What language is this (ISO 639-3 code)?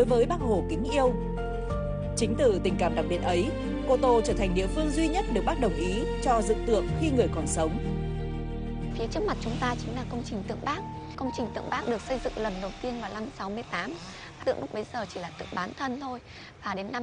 vie